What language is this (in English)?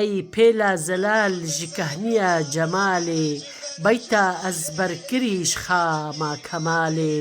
Kurdish